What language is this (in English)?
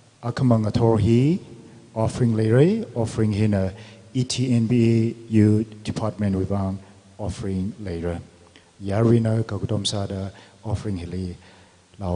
Tangkhul Naga (India)